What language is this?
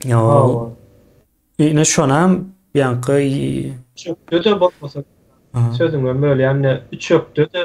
Turkmen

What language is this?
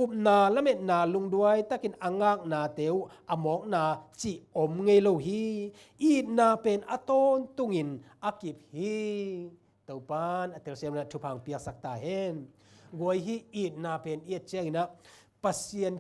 Tedim Chin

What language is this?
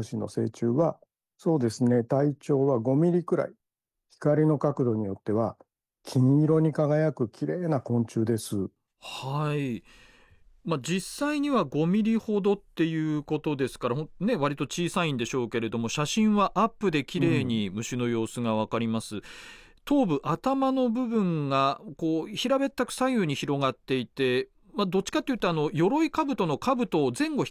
Japanese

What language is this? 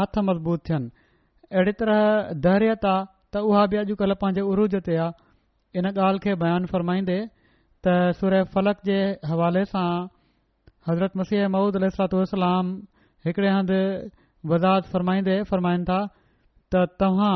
Sindhi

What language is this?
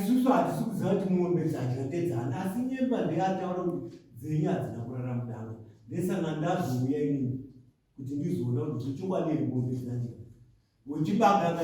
Shona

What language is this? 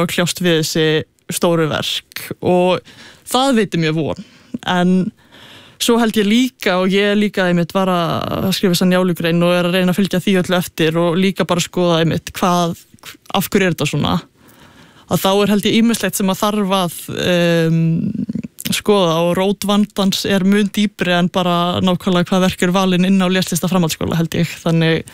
Icelandic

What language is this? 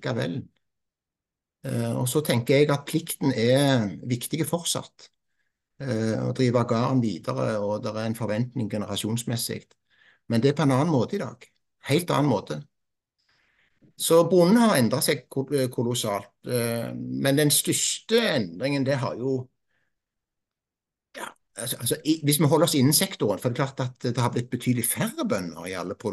Norwegian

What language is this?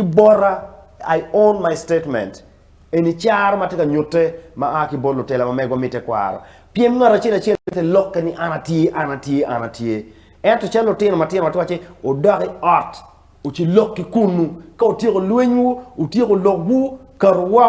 Acoli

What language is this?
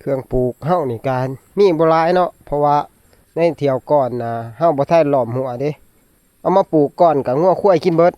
Northeastern Thai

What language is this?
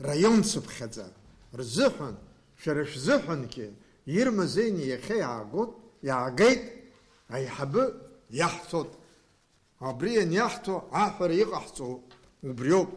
Abkhazian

